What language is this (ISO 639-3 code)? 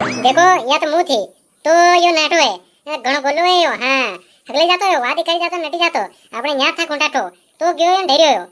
raj